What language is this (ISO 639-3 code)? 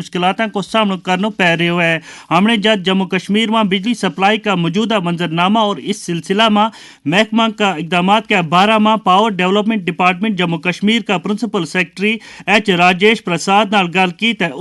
gju